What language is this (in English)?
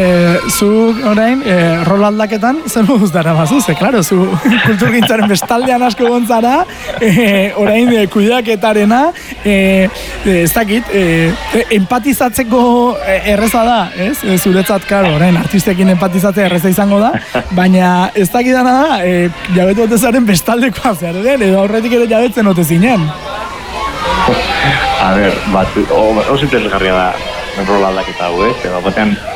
Basque